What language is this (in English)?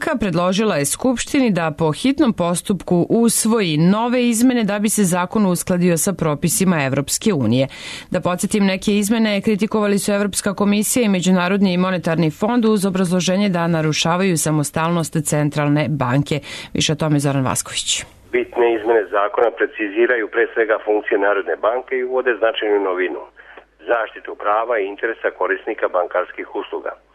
Serbian